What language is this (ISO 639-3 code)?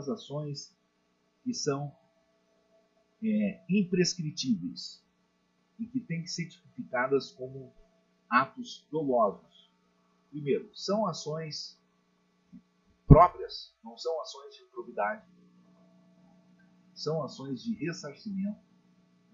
por